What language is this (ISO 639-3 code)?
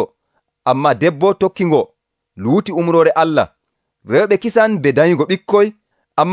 fuv